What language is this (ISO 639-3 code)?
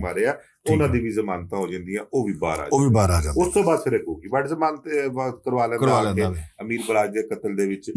lah